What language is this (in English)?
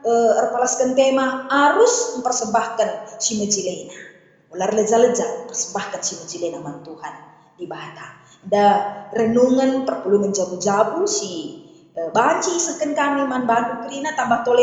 Batak Karo